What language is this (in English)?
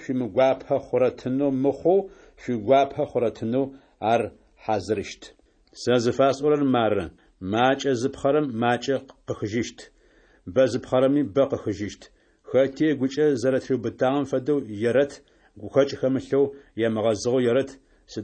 Adyghe